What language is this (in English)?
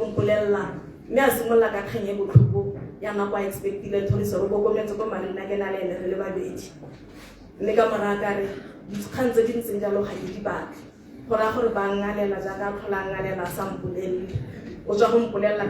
Tswana